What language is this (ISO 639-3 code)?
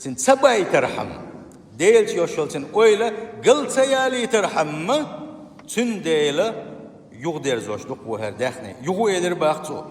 che